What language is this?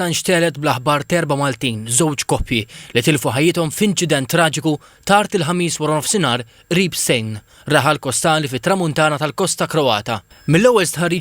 Maltese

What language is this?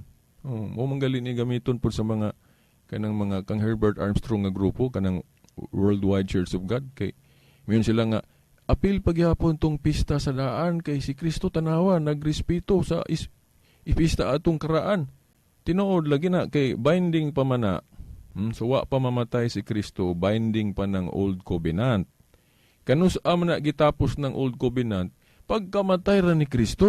Cebuano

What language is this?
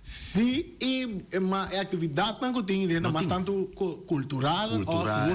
Papiamento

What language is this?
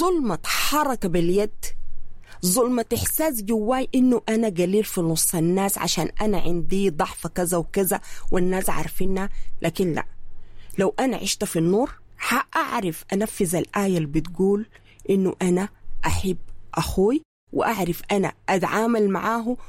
Sudanese Arabic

